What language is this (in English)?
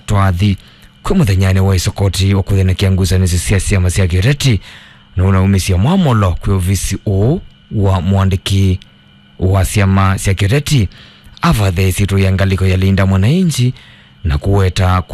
Kamba